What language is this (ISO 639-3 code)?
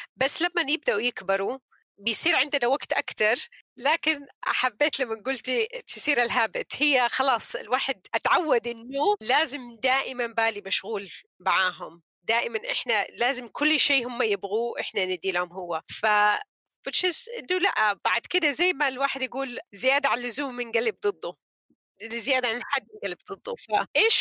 apc